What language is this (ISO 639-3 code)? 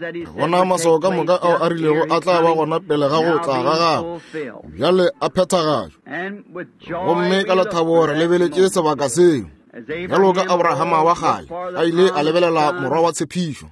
nso